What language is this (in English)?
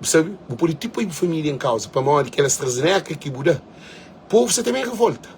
Kabuverdianu